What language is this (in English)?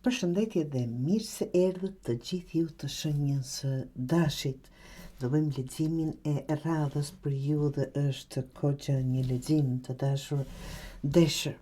Albanian